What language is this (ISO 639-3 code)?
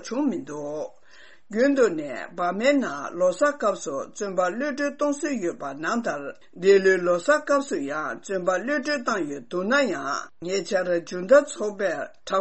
bod